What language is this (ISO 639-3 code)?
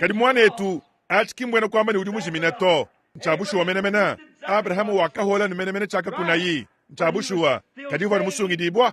lua